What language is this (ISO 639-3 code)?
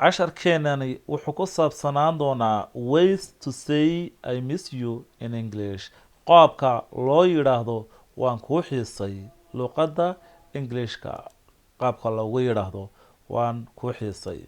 som